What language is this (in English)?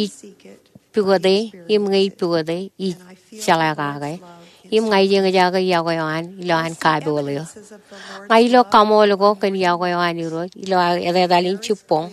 Marshallese